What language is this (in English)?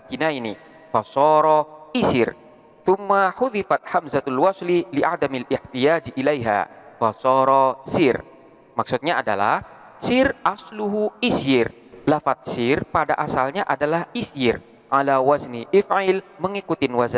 Indonesian